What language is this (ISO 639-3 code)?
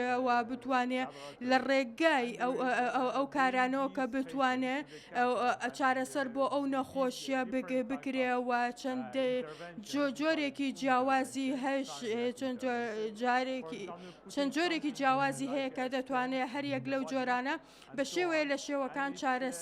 ckb